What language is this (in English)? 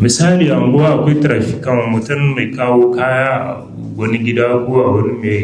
Hausa